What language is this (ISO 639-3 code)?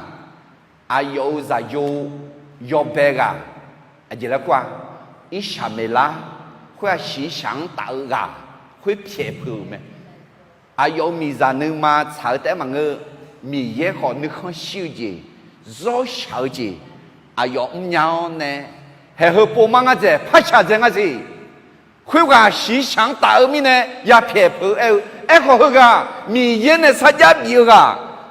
ahk